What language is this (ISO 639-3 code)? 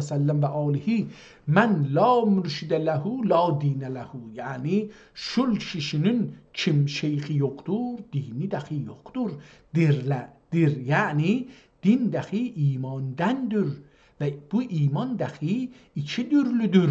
azb